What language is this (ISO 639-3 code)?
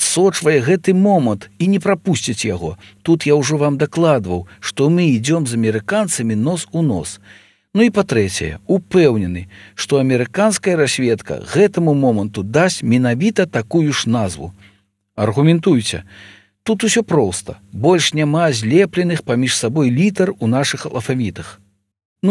bel